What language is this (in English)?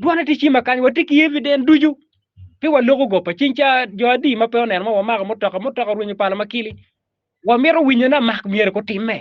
Acoli